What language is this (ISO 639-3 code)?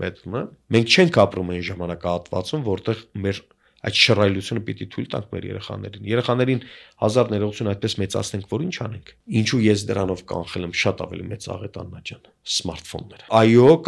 hye